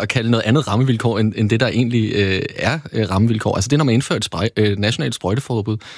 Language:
Danish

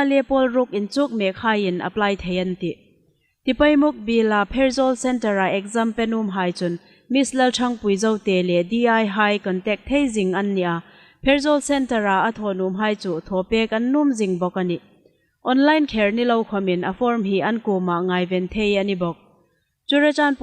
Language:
Hmar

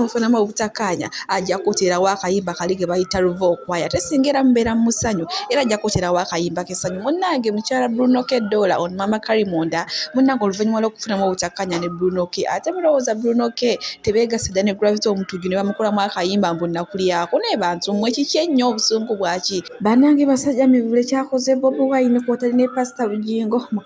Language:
Ganda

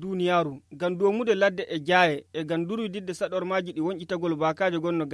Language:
Fula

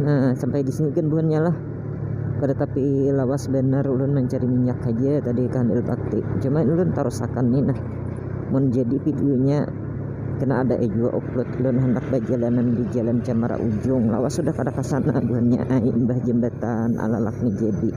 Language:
Banjar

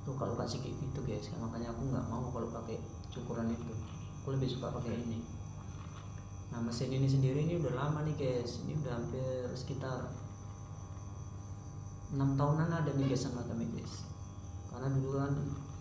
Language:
Indonesian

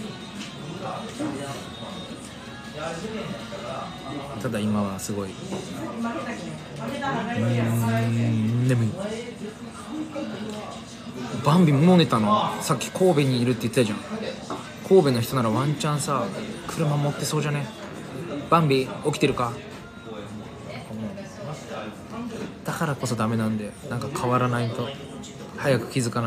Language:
Japanese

